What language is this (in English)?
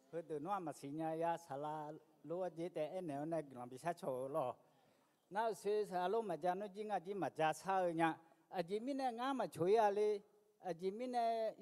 Akha